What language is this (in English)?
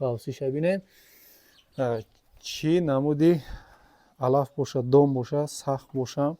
Tajik